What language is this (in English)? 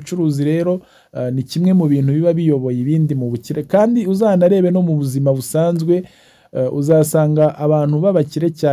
Kinyarwanda